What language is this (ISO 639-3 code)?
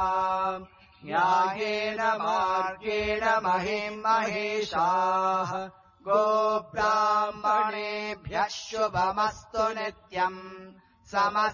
san